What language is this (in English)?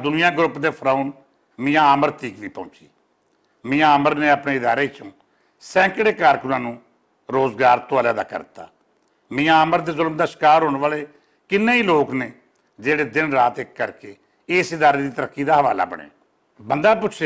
Western Panjabi